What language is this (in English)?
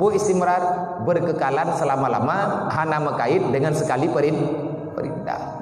Achinese